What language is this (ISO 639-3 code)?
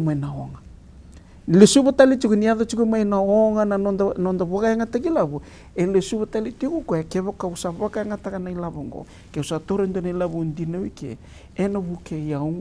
fij